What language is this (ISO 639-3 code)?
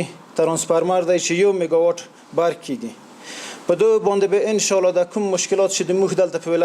pus